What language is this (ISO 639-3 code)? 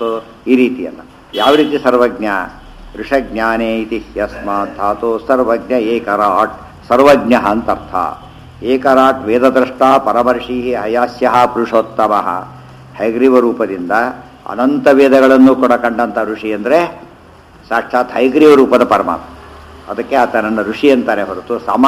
kan